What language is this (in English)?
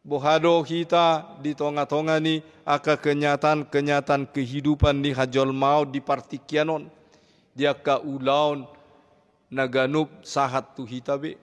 Batak Toba